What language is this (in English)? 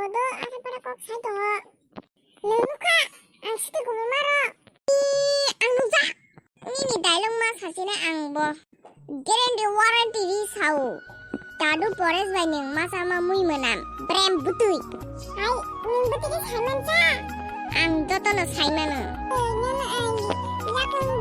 Kok Borok